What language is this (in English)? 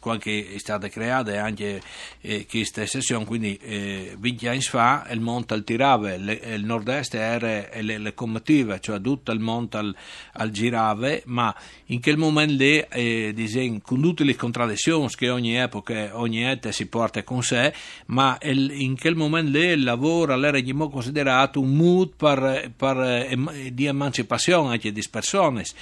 Friulian